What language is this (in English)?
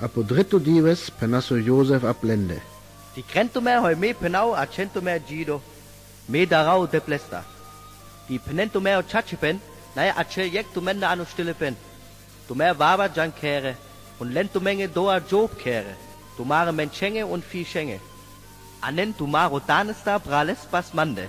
Sinte Romani